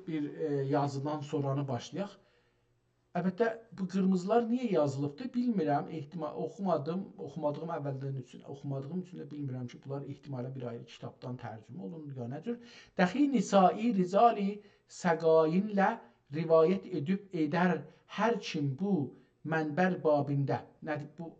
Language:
South Azerbaijani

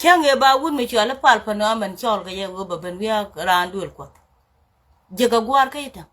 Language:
Nuer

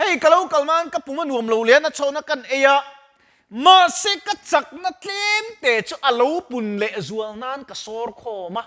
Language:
Mizo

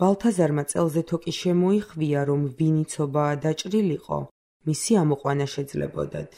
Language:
Georgian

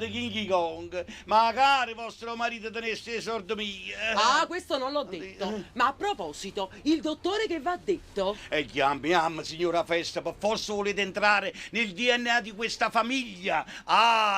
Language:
Neapolitan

